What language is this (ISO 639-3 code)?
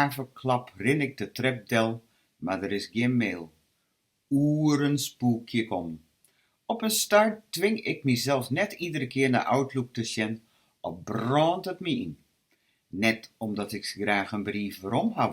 fry